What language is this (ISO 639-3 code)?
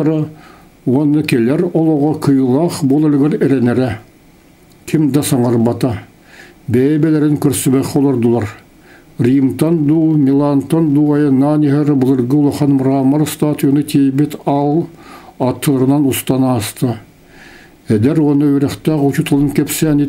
sah